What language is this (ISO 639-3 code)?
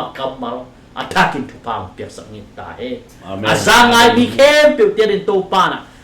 ctd